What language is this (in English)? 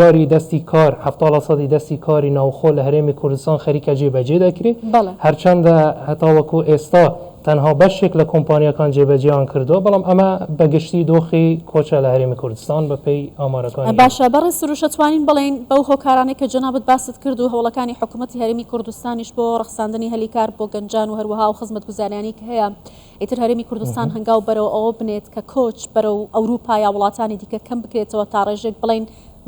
Central Kurdish